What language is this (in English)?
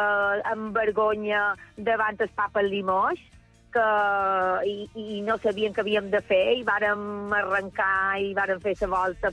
Catalan